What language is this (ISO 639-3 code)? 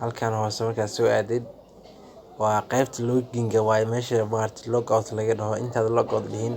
som